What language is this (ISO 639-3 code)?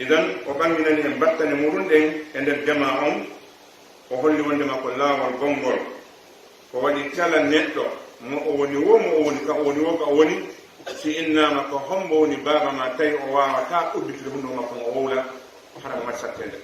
ful